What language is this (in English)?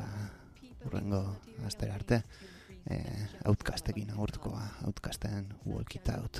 Basque